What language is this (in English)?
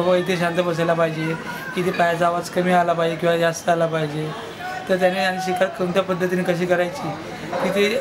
Marathi